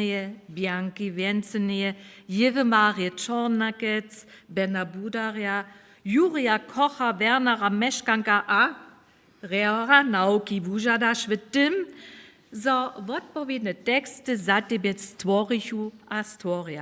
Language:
Upper Sorbian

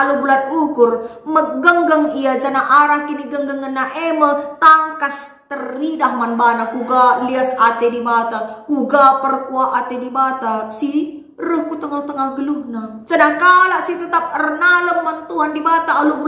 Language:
Batak Karo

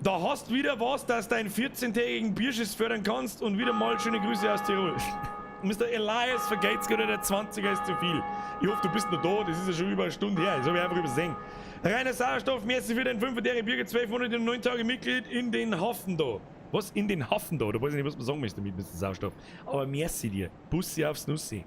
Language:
Bavarian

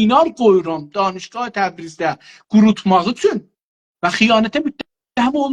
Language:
South Azerbaijani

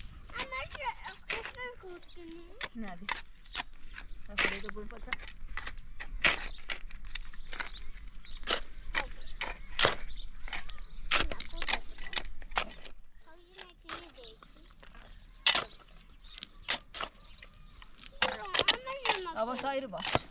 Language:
Persian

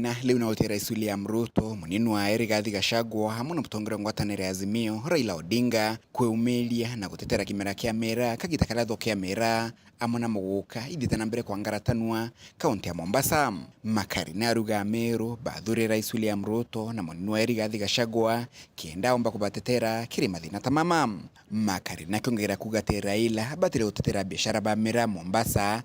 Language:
Meru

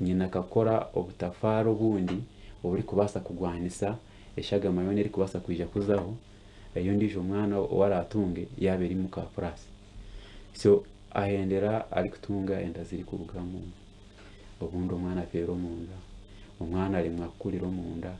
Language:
Nyankole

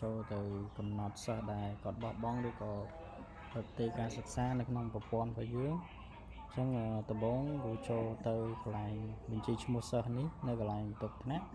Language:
Khmer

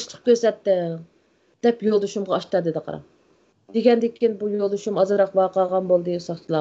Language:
Uyghur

